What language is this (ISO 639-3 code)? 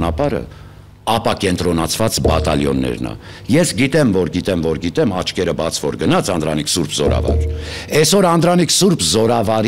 hye